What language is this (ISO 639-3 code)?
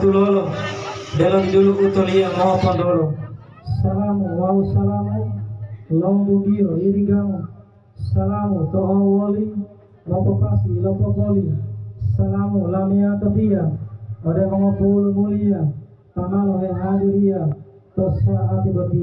gor